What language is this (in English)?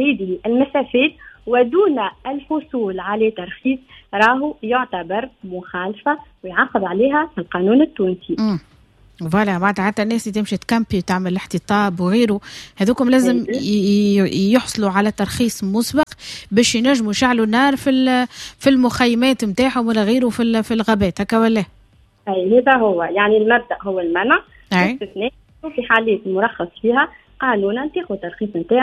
Tunisian Arabic